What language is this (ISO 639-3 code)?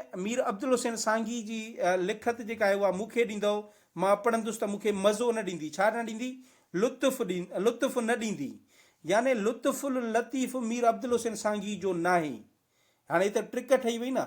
snd